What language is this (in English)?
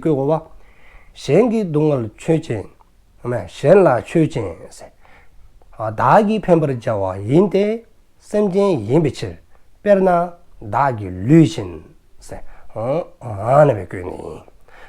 Dzongkha